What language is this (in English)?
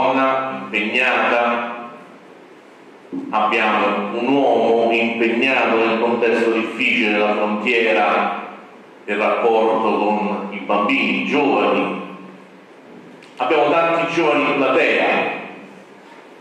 Italian